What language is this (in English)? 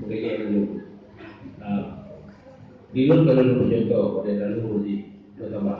Achinese